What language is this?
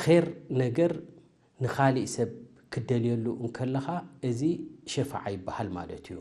Tigrinya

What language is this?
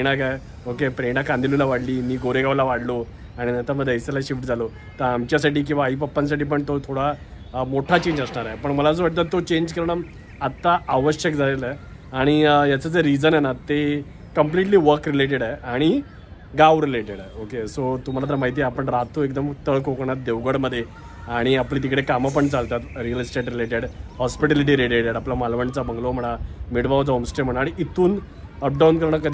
Marathi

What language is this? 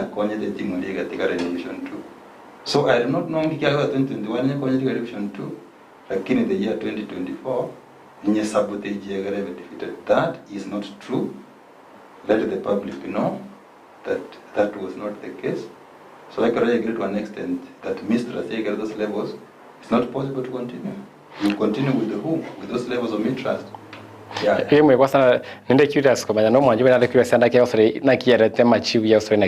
Gusii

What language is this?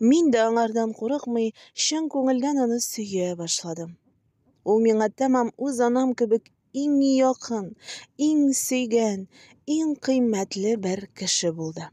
Tatar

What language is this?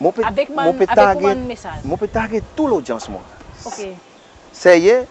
Seselwa Creole French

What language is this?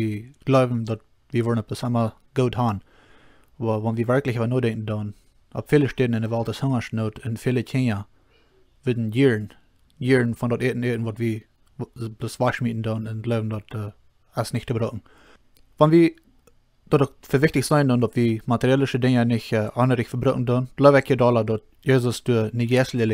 Plautdietsch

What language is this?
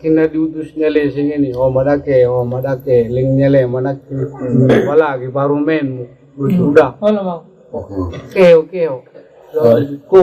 Batak Angkola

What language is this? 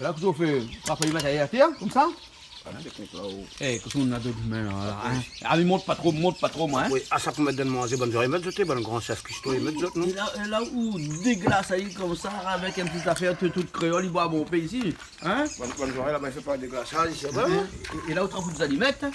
Réunion Creole French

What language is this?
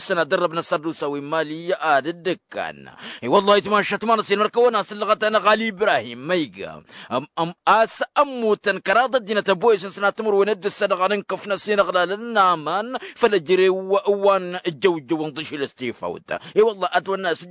Tamasheq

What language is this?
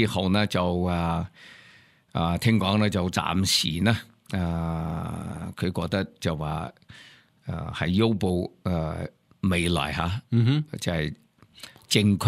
Cantonese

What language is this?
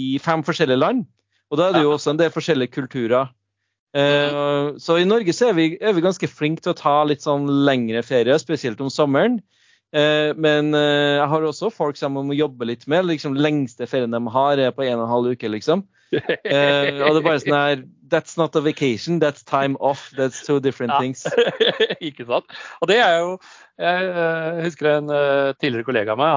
Norwegian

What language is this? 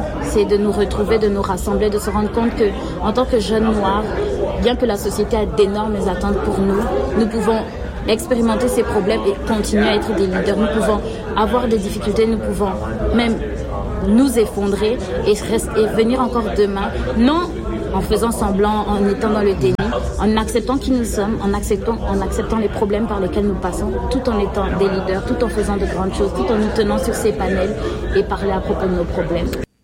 French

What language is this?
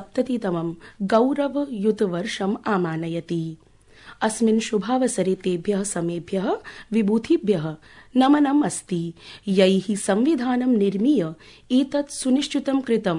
Sanskrit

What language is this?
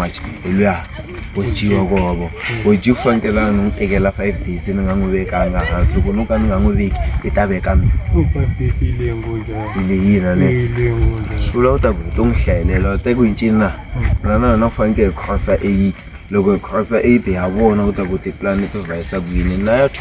Tsonga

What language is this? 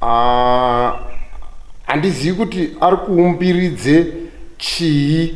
Shona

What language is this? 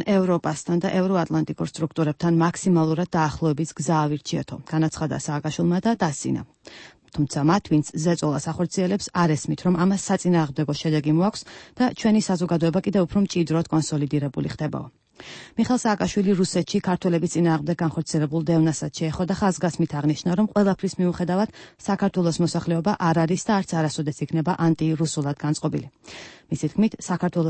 Georgian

